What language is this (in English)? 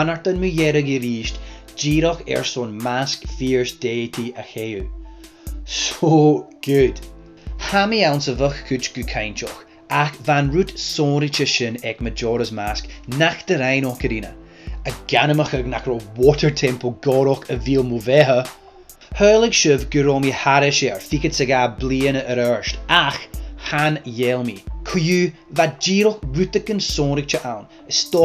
Scottish Gaelic